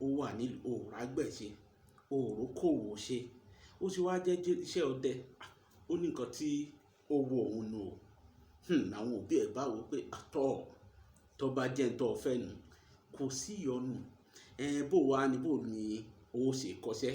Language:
Yoruba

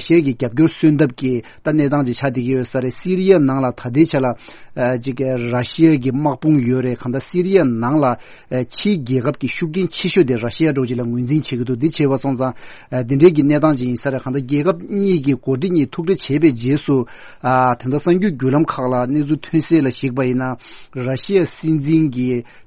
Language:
Tibetan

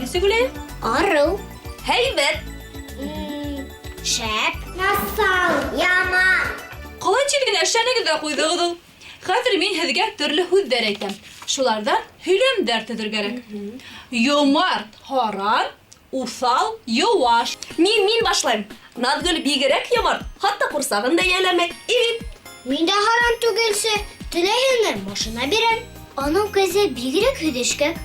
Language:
Bashkir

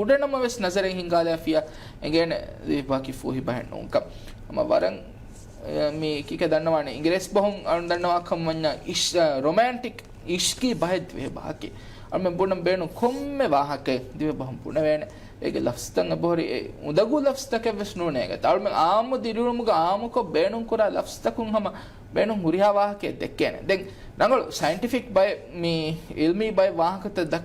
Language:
Divehi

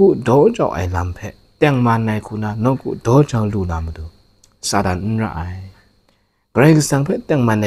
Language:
Kachin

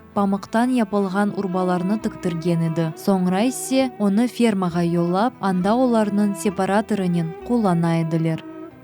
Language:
Crimean Tatar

